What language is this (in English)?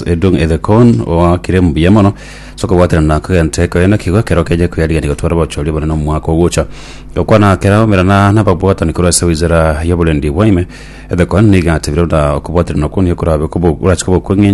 Gusii